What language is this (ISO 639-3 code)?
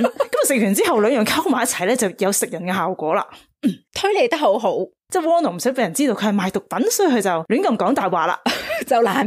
yue